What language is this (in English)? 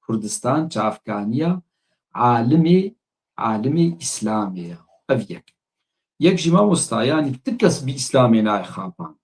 Kurdish